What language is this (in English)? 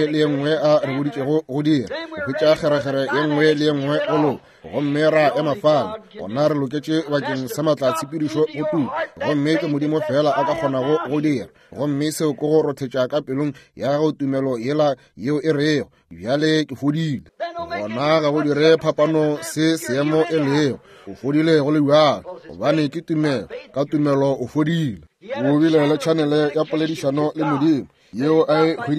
Northern Sotho